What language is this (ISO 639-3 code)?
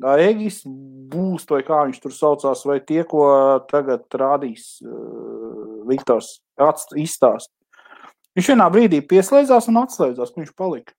lav